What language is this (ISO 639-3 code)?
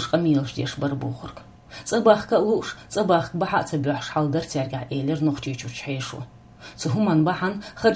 che